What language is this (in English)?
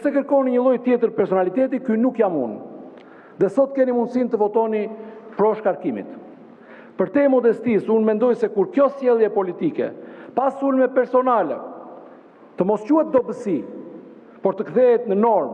Albanian